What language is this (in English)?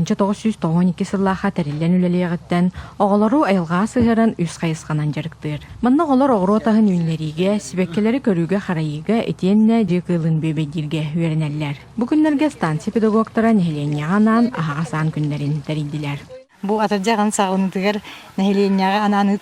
Yakut